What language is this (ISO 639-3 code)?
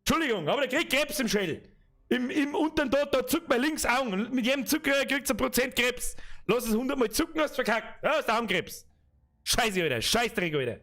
bar